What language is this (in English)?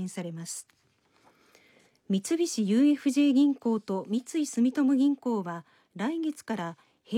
Japanese